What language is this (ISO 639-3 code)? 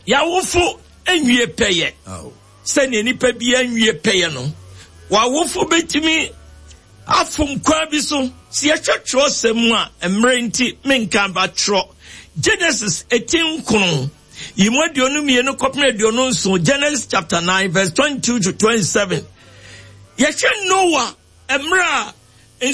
aka